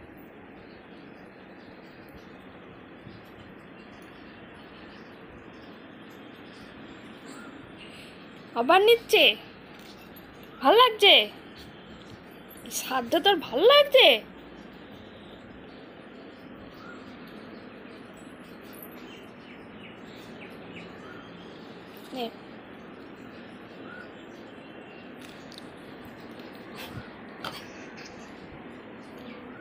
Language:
Bangla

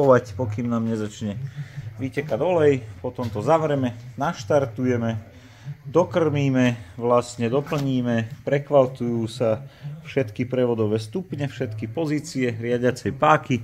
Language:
Slovak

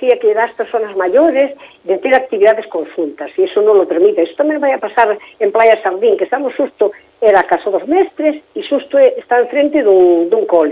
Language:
Galician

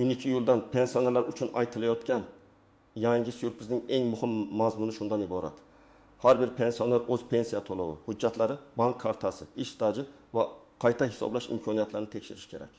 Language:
Uzbek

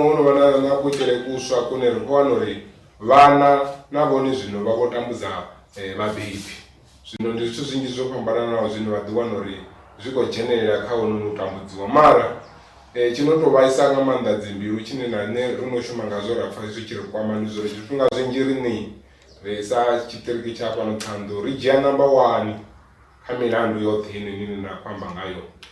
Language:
Venda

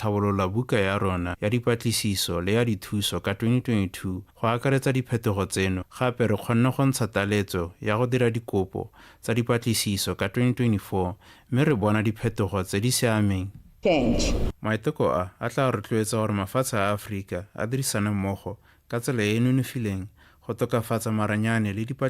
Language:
Tswana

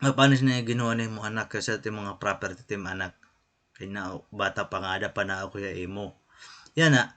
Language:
Waray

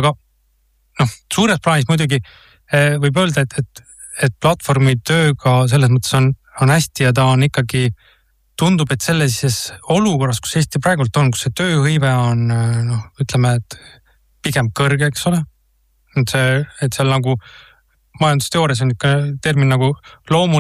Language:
Estonian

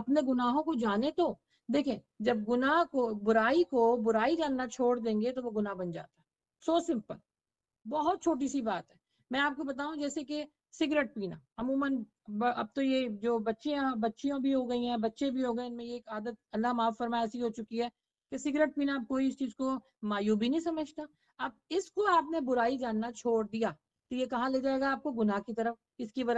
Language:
Urdu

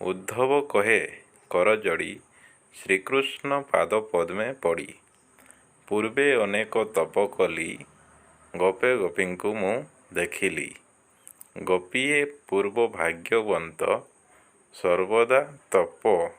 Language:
Odia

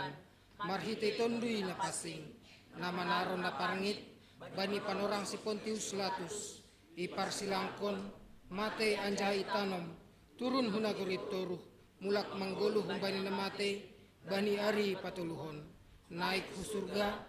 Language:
Batak Simalungun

